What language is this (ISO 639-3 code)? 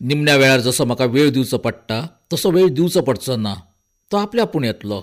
kok